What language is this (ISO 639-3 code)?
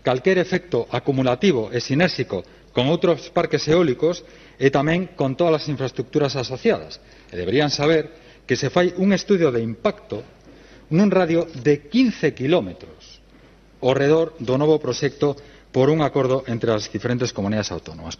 glg